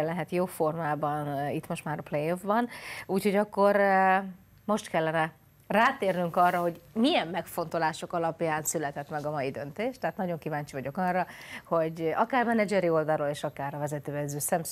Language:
Hungarian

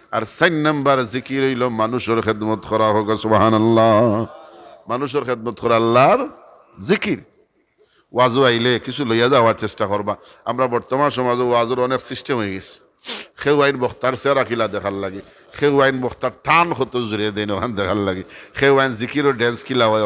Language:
Sylheti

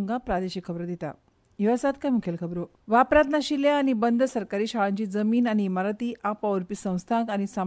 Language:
Konkani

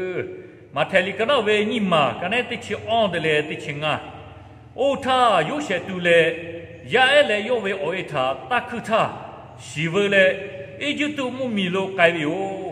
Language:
Lahu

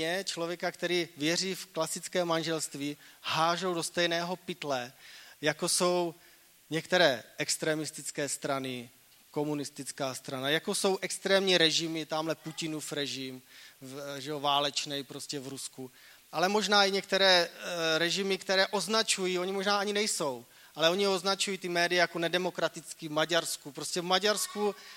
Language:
Czech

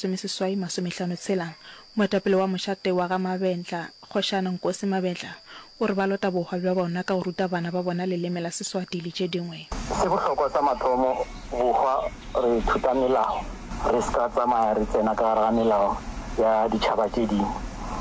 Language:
Northern Sotho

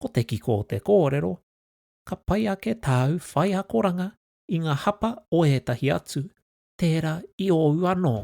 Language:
Māori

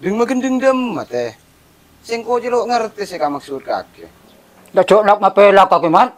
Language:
Madurese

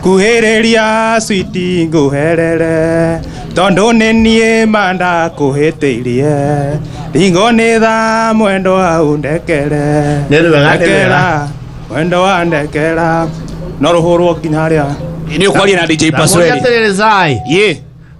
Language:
Kikuyu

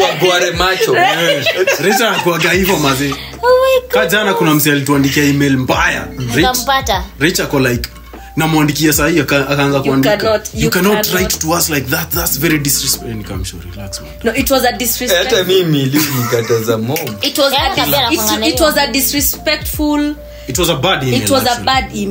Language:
Swahili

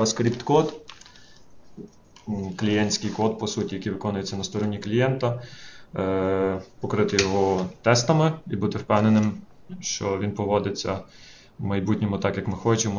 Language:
Ukrainian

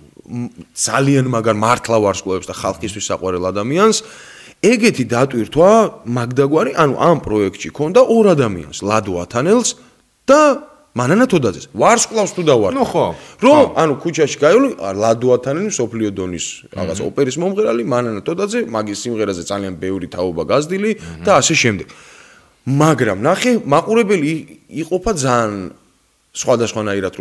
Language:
Georgian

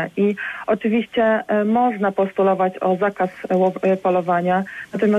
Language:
Polish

